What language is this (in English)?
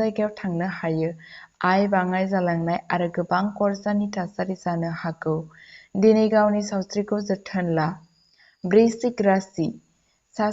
Bodo